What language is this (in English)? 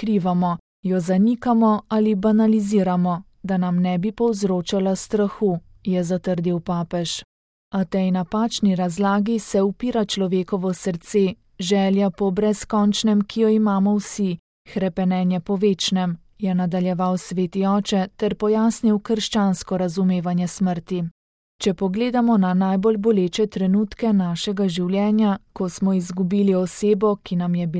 Slovenian